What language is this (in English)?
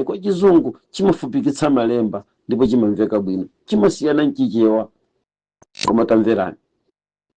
Nyanja